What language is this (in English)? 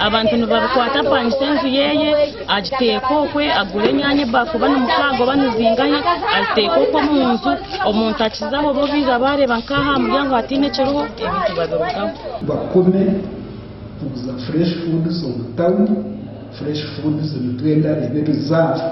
Nyankole